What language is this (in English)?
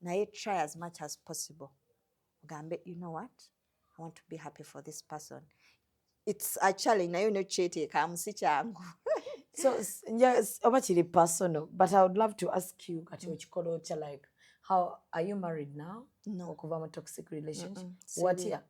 Ganda